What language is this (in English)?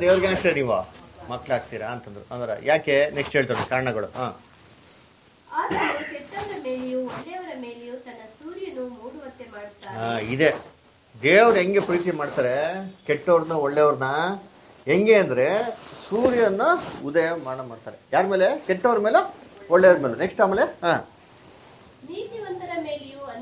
Kannada